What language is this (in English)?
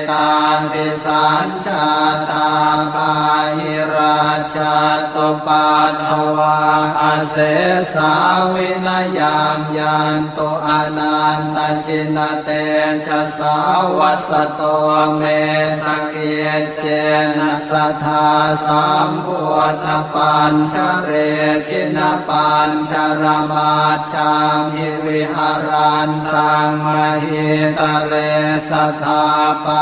Pali